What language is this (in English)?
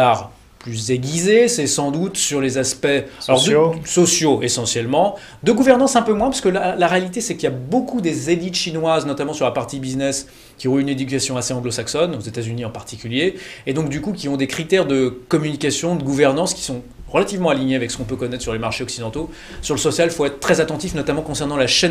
French